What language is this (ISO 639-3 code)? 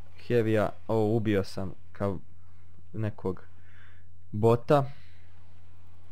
bos